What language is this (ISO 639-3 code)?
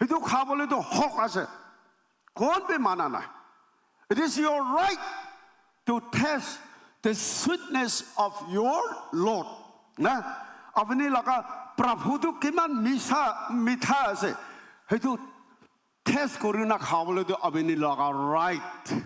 nag